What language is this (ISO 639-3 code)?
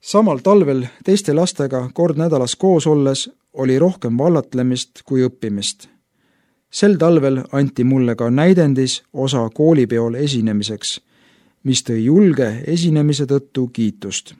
est